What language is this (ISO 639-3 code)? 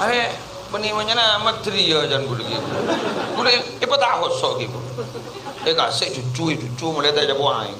mad